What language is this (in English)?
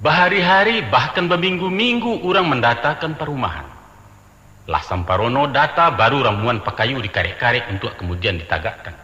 Minangkabau